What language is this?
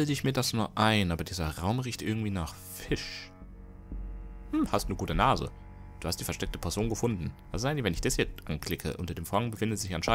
German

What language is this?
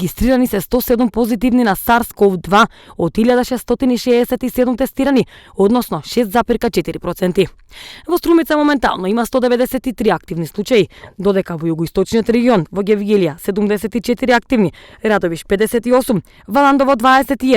Macedonian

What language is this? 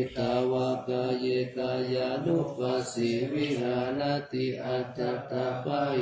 Pali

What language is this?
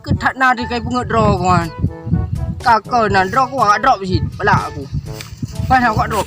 Achinese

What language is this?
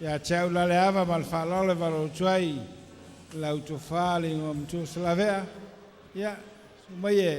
Samoan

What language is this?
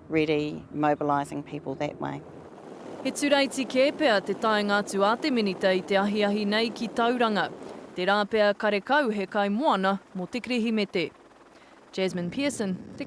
Māori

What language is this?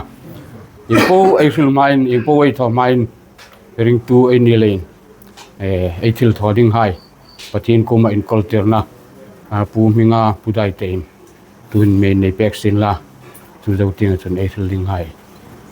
Hmar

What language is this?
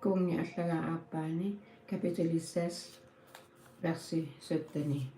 Kalaallisut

